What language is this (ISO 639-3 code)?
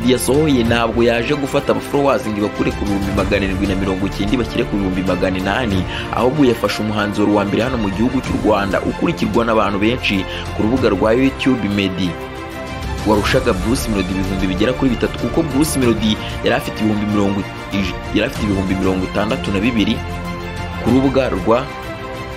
kin